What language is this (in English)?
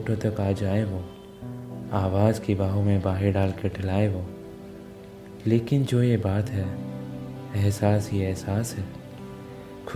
Hindi